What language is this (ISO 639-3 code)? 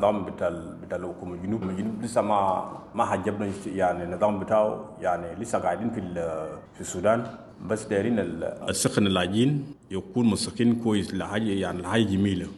apd